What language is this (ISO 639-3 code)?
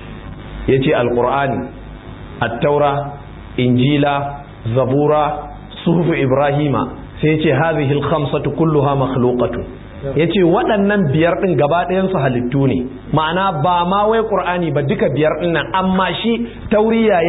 hau